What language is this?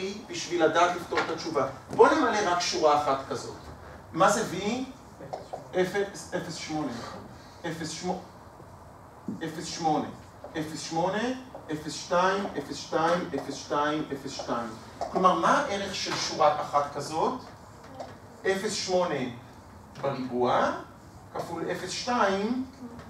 Hebrew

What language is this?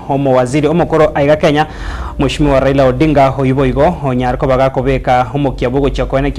Gusii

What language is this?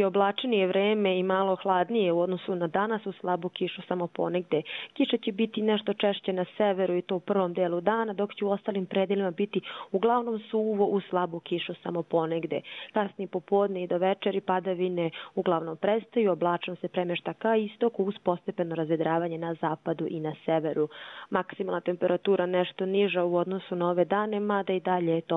Croatian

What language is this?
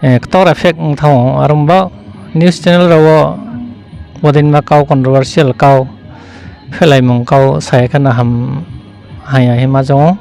Riang (India)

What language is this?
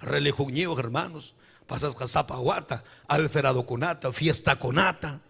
Ayacucho Quechua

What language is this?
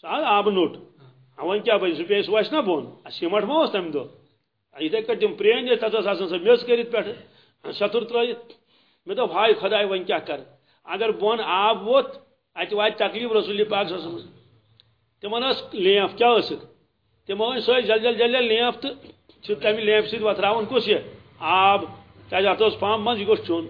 Kashmiri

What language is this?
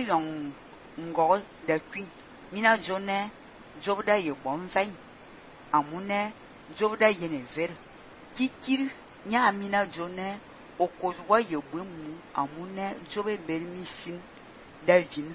Fang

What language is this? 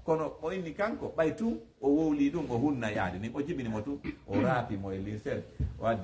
Fula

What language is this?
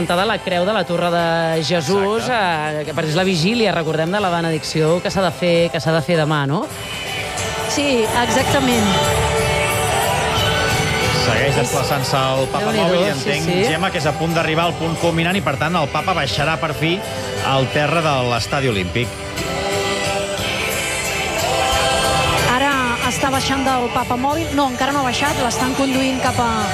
Catalan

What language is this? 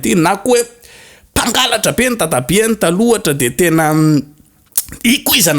Malagasy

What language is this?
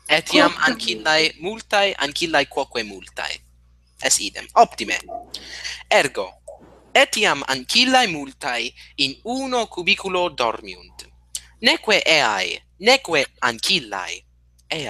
Latin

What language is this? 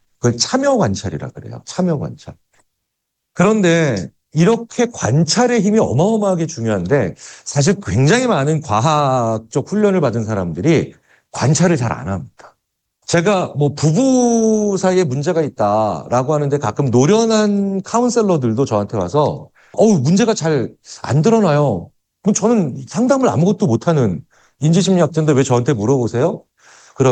Korean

